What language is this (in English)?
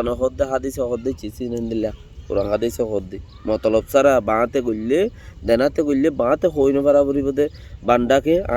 Rohingya